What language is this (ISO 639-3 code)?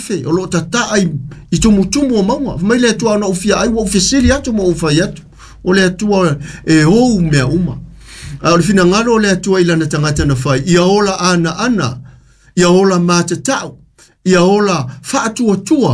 smo